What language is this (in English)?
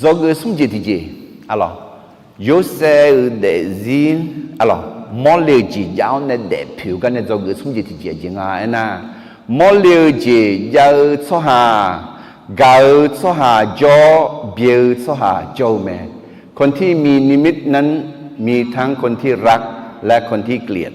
Akha